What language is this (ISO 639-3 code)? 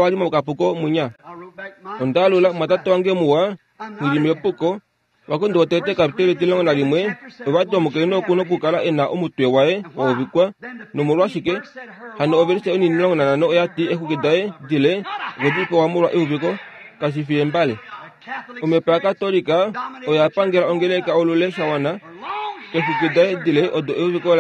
kua